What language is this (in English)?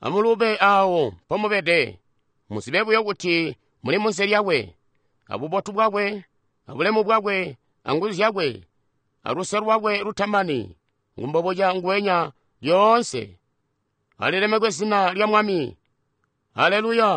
Tonga (Zambia)